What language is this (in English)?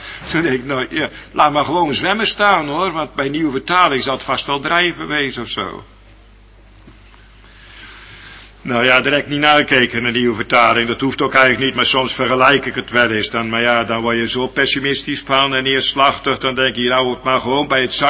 Dutch